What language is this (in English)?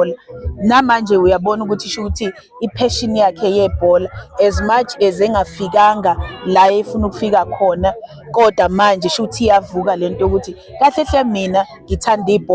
Zulu